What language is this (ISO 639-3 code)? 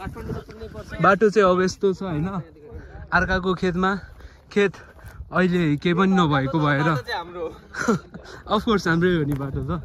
nep